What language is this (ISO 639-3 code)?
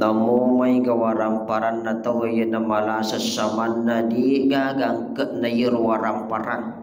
bug